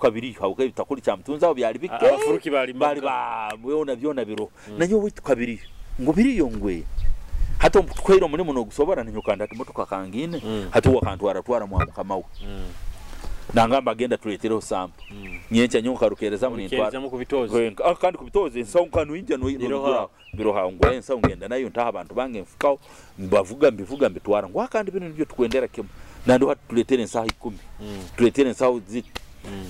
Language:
Nyoro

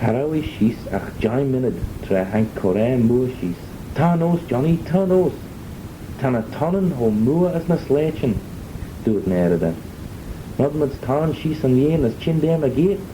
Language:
Manx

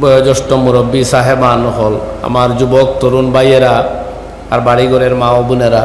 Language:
Sylheti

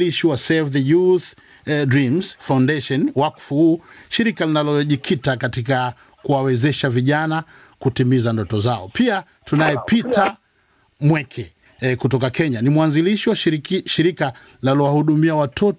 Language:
Swahili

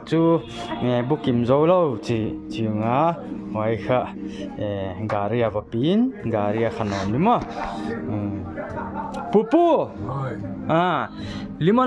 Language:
Paite Chin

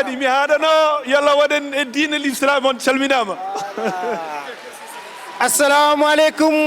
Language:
Fula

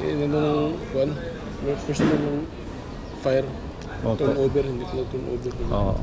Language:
Waray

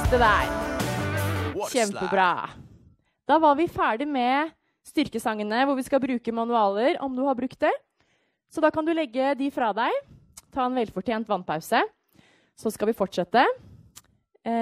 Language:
Norwegian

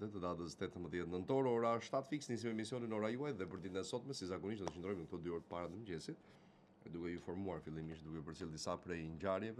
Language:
Albanian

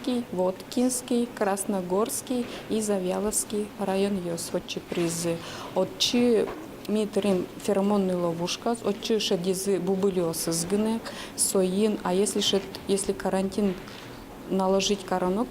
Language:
Udmurt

